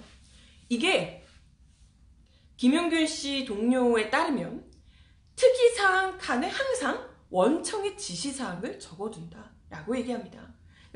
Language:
Korean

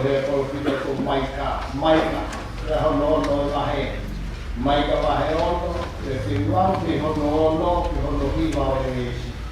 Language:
Tongan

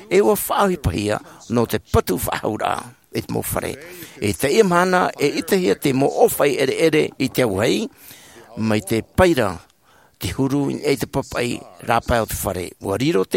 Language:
Tahitian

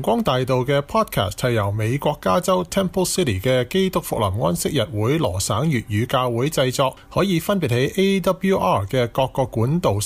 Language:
Cantonese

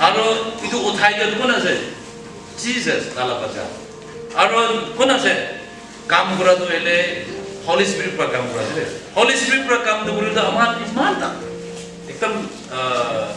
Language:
Naga Pidgin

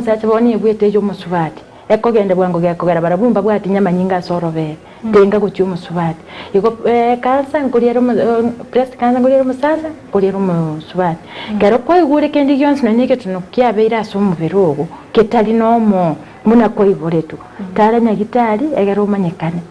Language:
Gusii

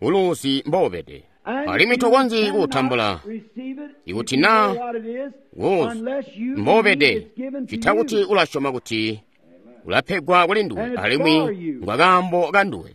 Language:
Tonga (Zambia)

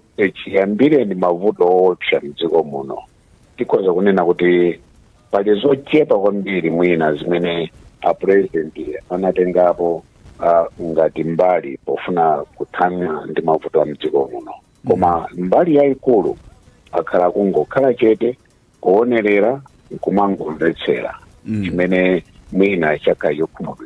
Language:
Nyanja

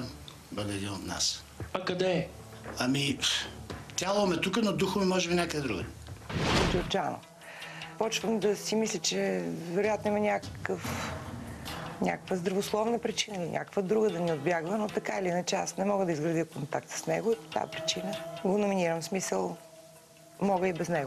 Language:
Bulgarian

